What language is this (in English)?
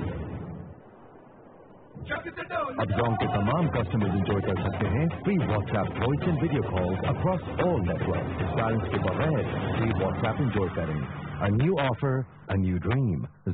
Urdu